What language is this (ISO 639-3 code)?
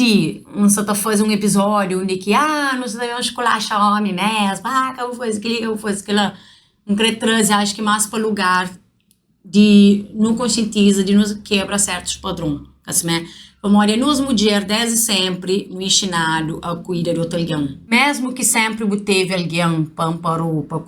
kea